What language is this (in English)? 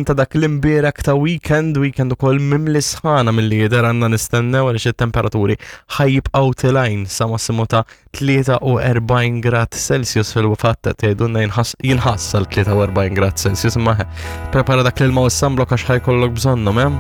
Maltese